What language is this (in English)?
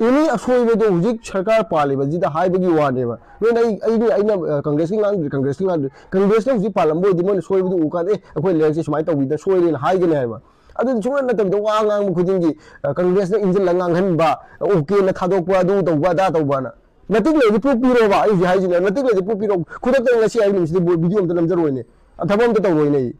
Manipuri